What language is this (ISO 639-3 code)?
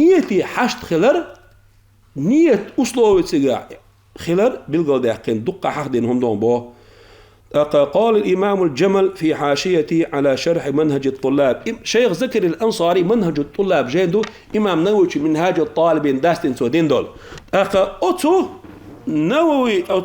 che